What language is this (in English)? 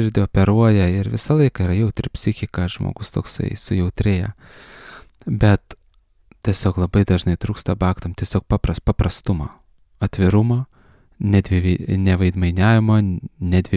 Lithuanian